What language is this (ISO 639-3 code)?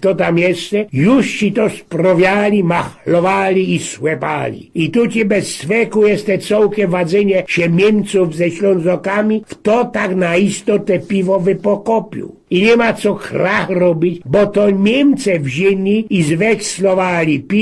szl